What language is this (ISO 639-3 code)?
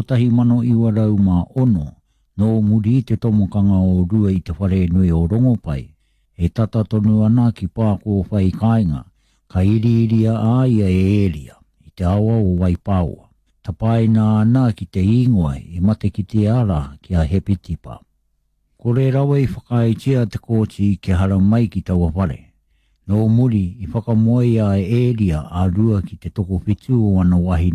mri